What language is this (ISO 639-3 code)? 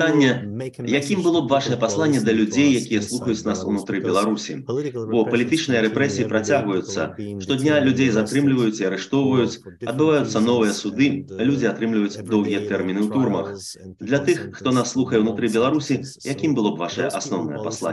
bel